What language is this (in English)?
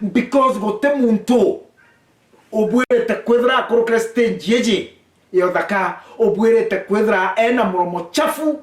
Meru